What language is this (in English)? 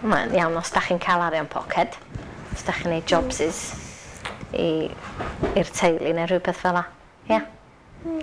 Welsh